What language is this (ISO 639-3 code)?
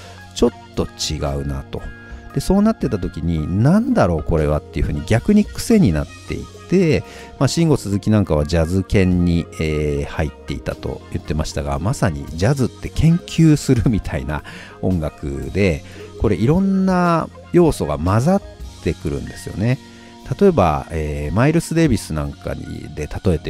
jpn